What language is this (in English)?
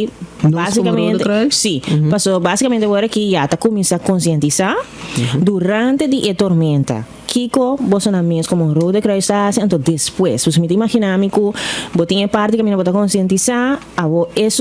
Papiamento